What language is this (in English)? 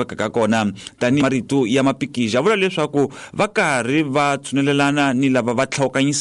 Tsonga